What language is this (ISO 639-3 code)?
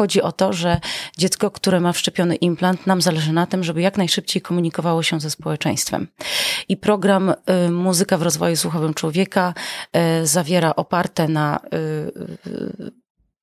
pol